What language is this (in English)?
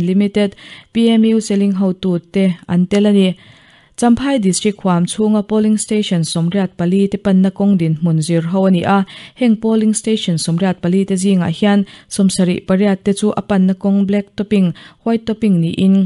Mizo